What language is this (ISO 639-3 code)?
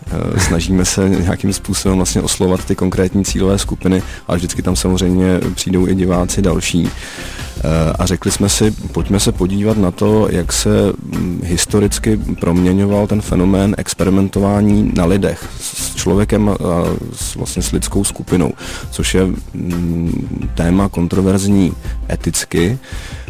ces